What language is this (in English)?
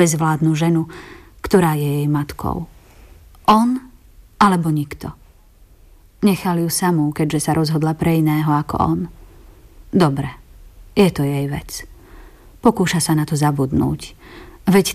Slovak